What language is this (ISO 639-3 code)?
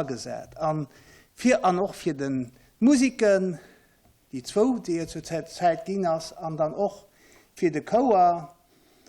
ltz